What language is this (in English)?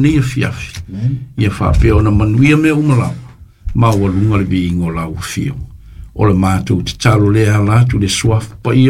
Samoan